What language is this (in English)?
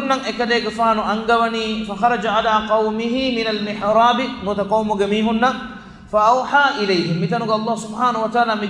Divehi